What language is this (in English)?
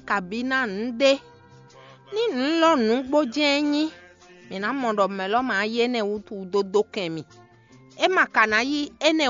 Fon